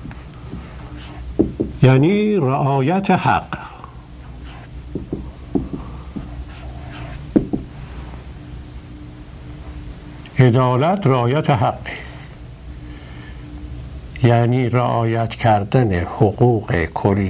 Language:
Persian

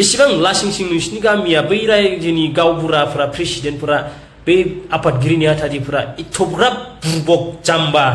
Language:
Bodo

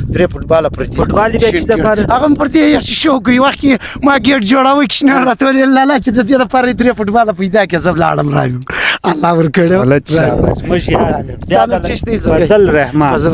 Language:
Pashto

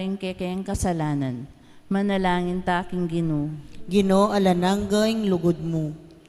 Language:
Pampanga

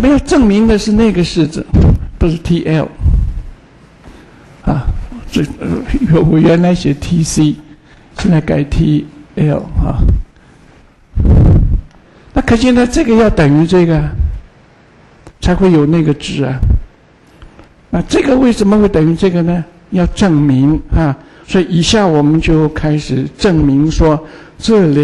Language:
Chinese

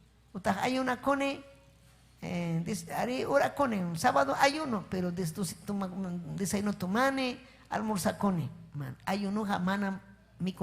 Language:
Ayacucho Quechua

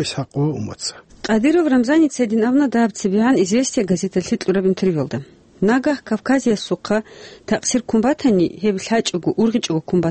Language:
Avaric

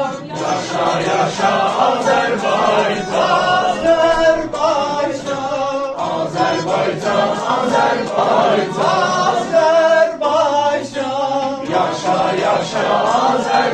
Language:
South Azerbaijani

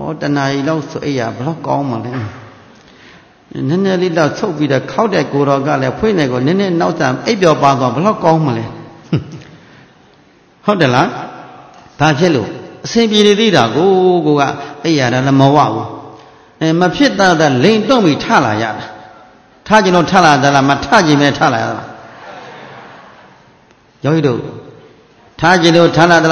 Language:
Burmese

